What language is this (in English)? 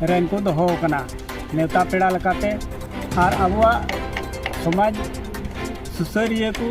Santali